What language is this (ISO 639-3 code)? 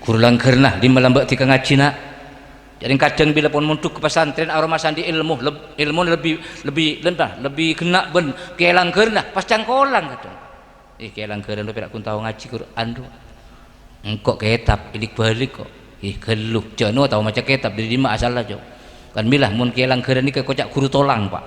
mad